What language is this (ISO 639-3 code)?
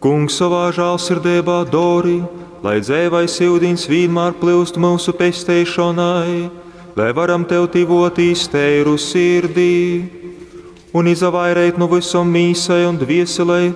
ltg